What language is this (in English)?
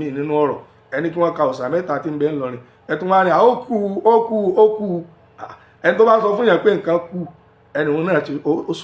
Yoruba